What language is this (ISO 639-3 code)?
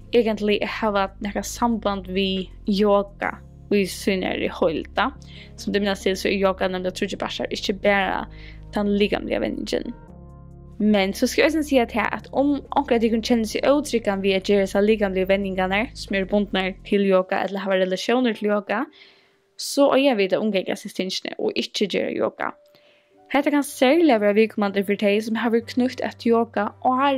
fao